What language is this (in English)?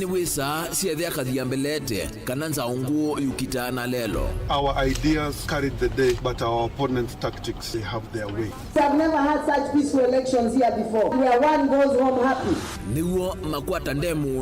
Kamba